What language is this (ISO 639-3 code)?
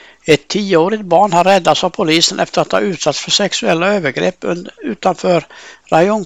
swe